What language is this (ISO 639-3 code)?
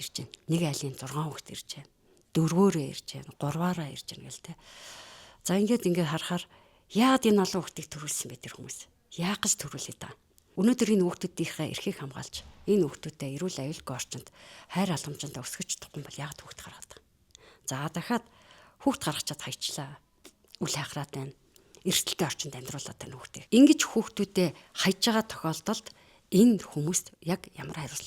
mon